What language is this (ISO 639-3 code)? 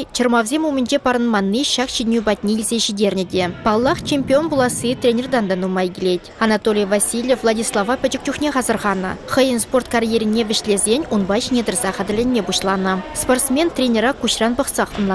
chv